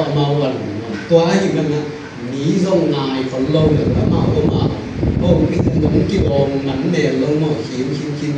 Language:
Tedim Chin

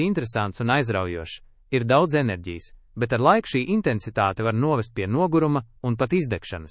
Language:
Latvian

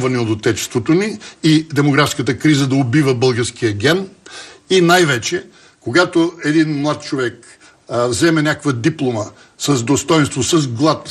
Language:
Bulgarian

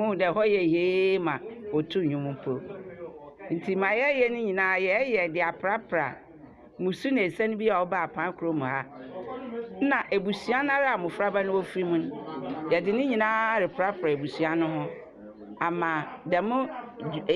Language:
Akan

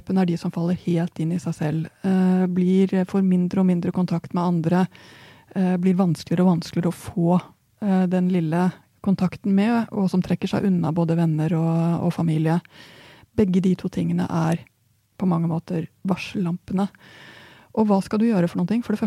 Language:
Norwegian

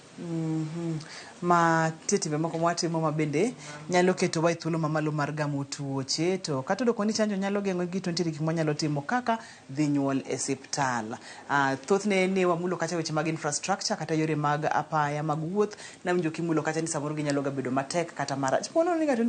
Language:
Luo (Kenya and Tanzania)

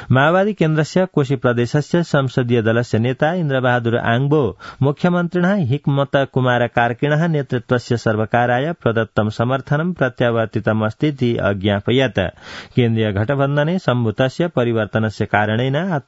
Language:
Sanskrit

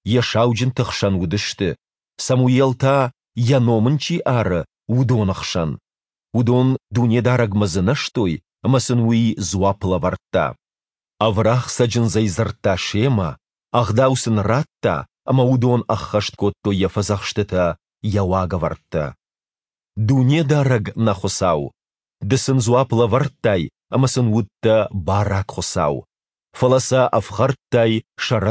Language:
Ossetic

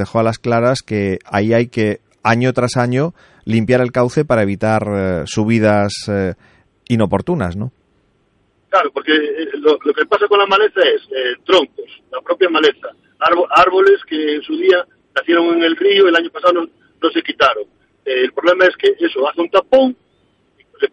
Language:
Spanish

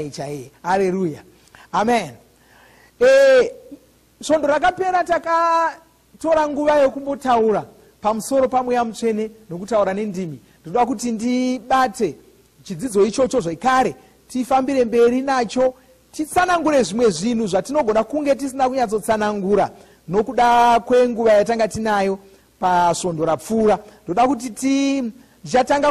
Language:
Shona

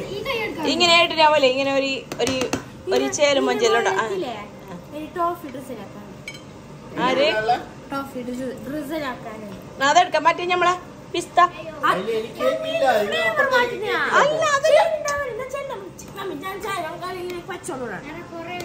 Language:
Malayalam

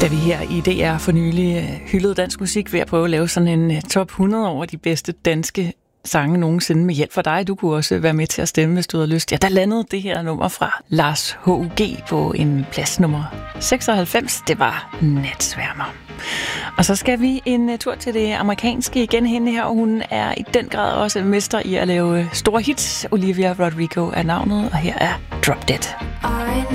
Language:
Danish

